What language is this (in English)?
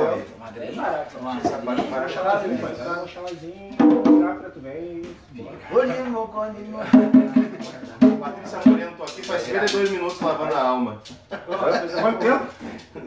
Portuguese